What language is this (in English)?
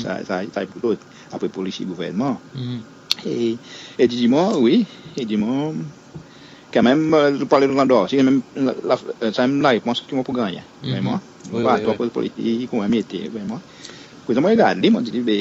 Seselwa Creole French